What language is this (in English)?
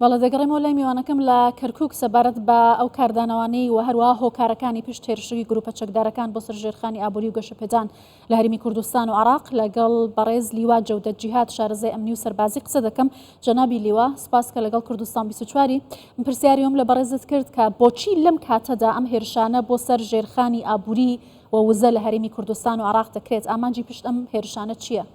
Central Kurdish